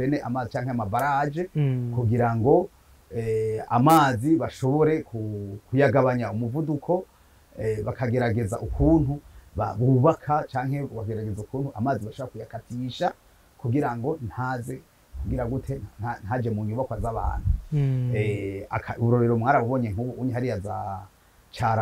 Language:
Rundi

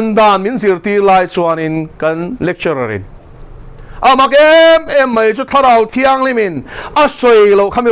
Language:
Mizo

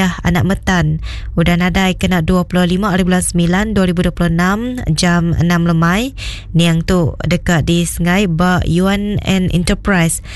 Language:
Iban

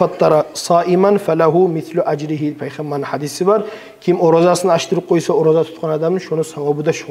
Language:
Kumyk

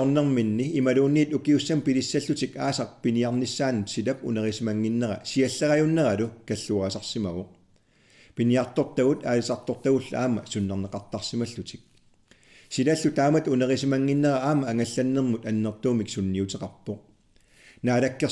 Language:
Kalaallisut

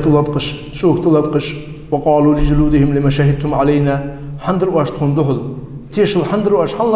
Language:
Ingush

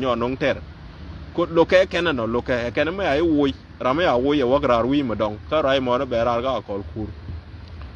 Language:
Nuer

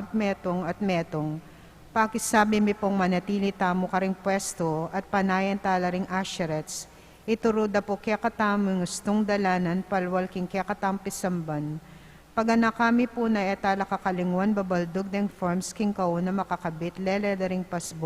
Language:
Pampanga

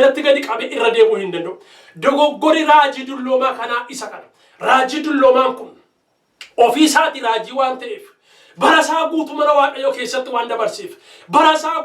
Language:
Oromo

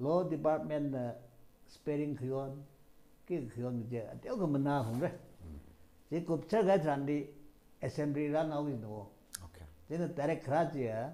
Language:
Tangkhul Naga (India)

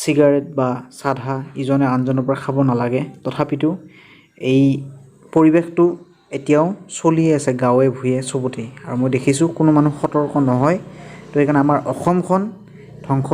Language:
Assamese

